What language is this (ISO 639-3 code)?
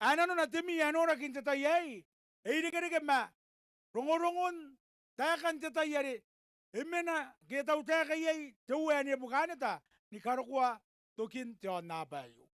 gil